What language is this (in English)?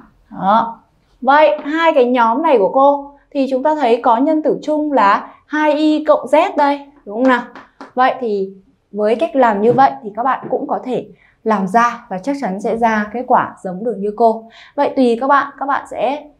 Vietnamese